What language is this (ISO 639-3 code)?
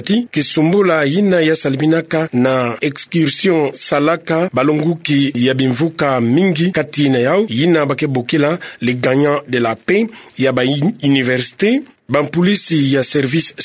ktu